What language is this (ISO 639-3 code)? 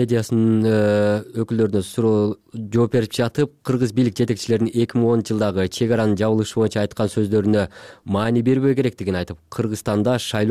kir